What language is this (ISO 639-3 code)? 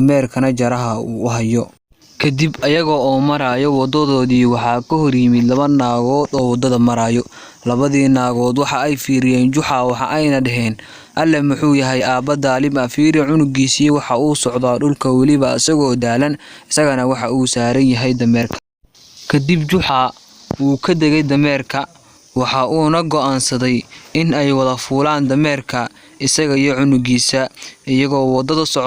som